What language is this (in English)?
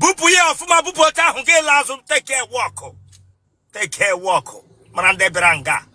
Igbo